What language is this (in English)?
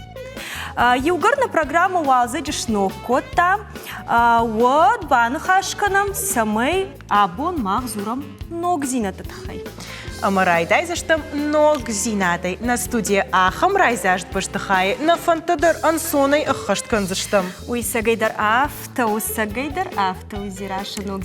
Ossetic